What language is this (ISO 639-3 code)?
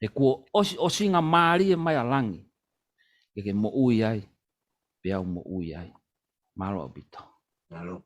ton